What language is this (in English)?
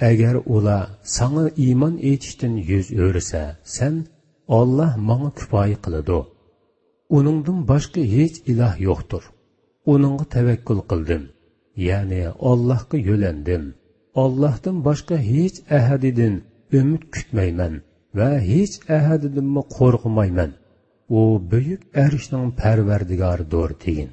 Uyghur